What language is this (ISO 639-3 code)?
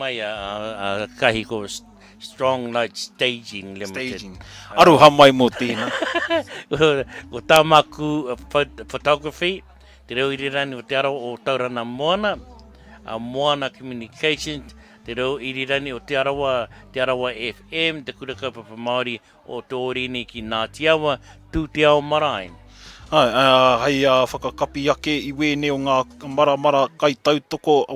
mri